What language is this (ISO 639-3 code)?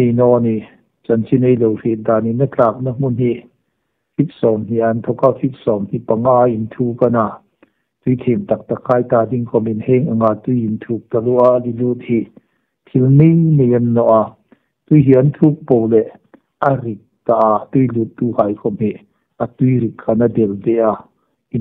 hmr